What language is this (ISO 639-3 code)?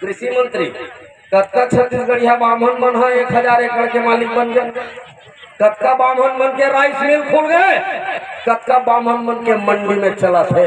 hne